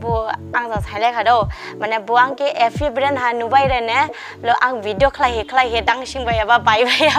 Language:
Dimasa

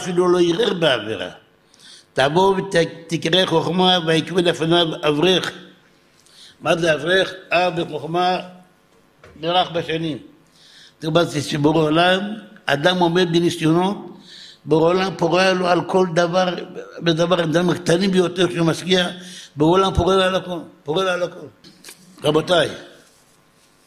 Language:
Hebrew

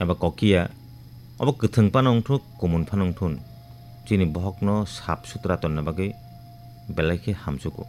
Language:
Kok Borok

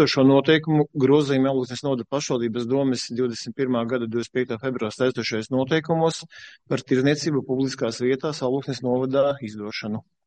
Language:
Latvian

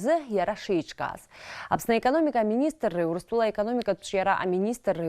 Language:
Abkhazian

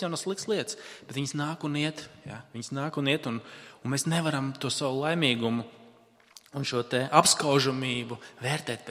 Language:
Latvian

